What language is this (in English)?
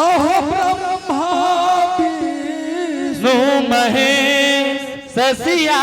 Angika